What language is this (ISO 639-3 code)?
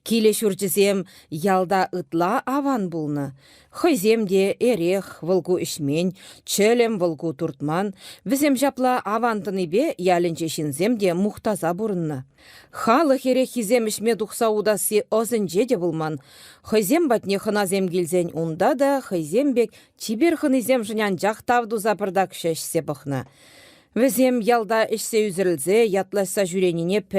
chv